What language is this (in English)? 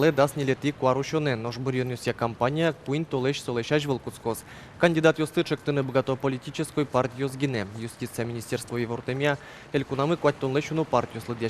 Udmurt